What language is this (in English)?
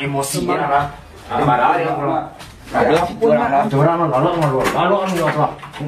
Minangkabau